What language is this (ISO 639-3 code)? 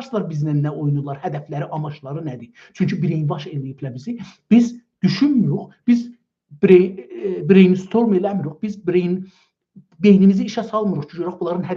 azb